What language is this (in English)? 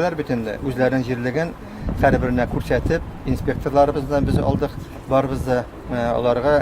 Tatar